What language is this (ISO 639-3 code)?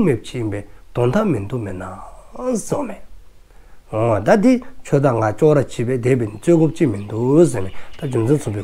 dzo